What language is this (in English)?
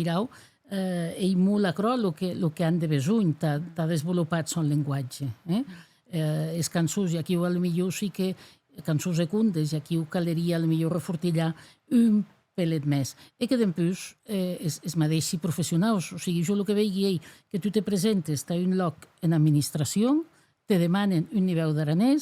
Occitan